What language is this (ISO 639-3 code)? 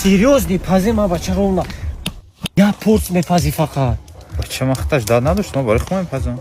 tgk